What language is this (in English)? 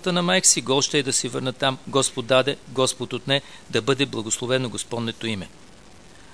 Bulgarian